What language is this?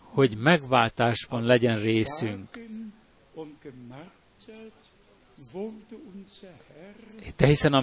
Hungarian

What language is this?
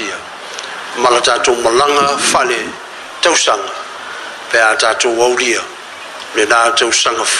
Samoan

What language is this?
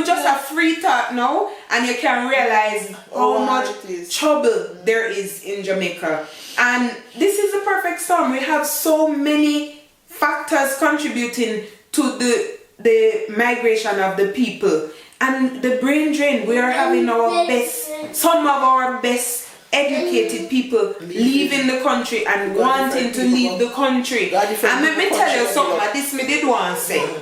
Jamaican Creole English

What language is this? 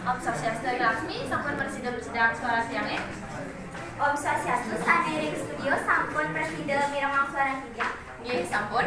Balinese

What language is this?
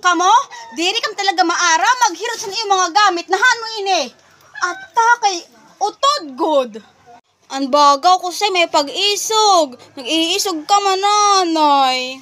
Waray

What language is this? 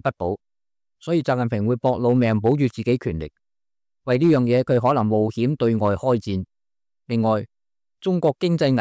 Cantonese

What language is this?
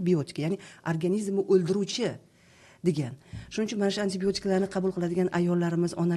Uzbek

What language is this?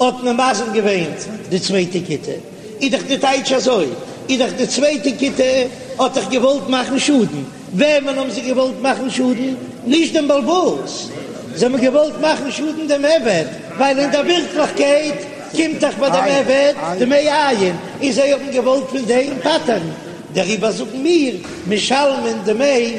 Yiddish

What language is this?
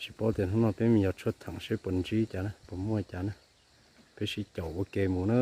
Hmong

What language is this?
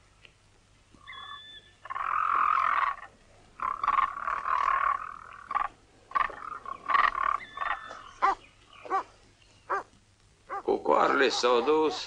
Romanian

